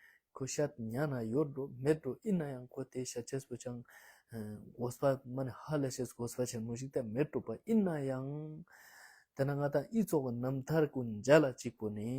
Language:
Ladakhi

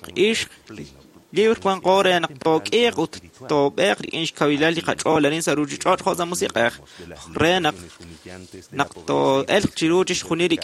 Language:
Kekchí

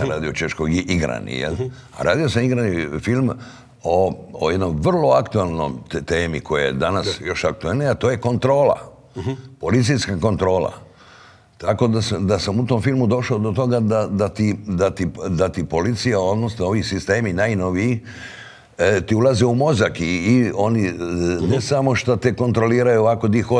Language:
Croatian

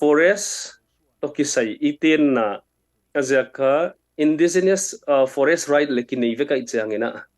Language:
Tedim Chin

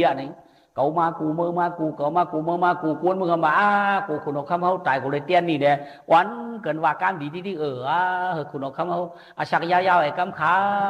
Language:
Shan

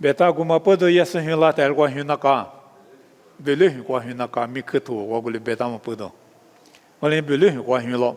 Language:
Lisu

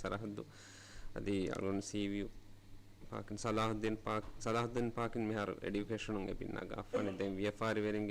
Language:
Divehi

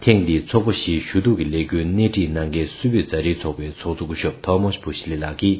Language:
Tibetan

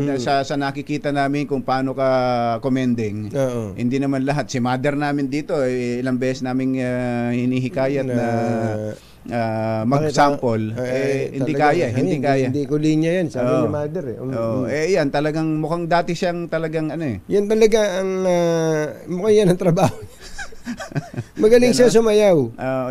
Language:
Filipino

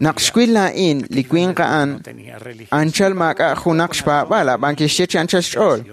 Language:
Kekchí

